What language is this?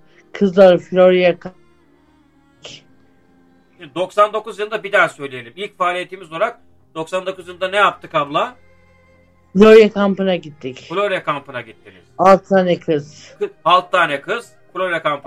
Turkish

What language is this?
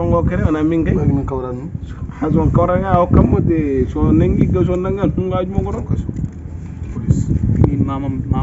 Fula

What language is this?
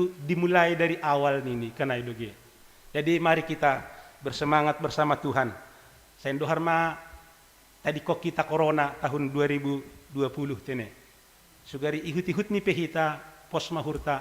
Batak Simalungun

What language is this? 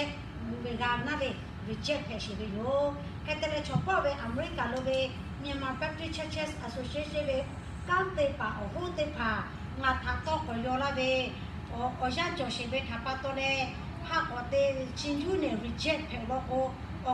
Lahu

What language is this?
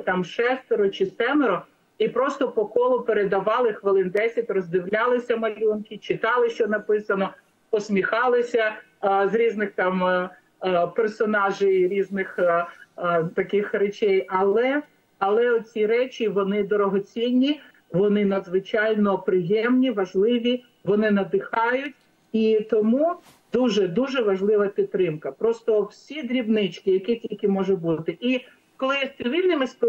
Ukrainian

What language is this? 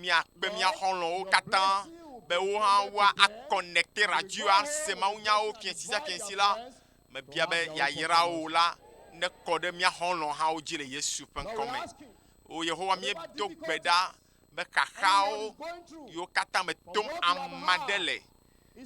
Ewe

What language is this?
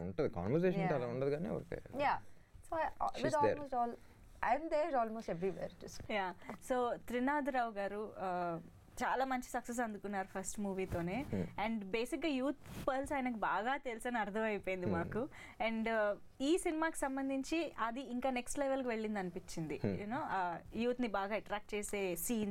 Telugu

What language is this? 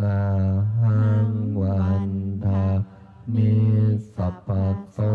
Pali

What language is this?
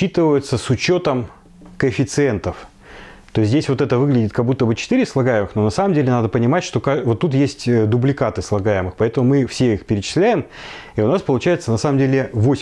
Russian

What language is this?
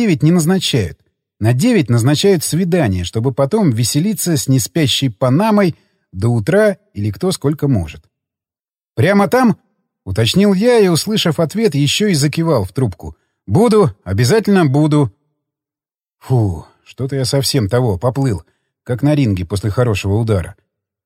Russian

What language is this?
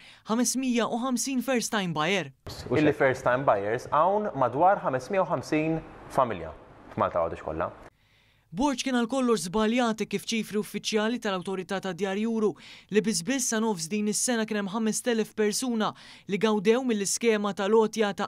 Maltese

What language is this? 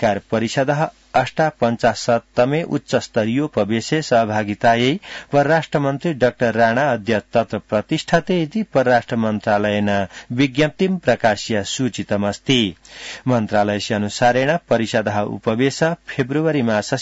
Sanskrit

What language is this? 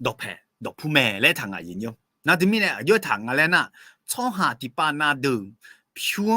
Akha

